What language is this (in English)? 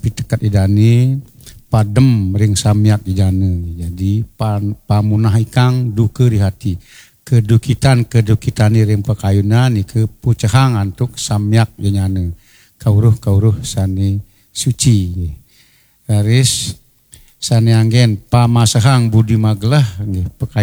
Balinese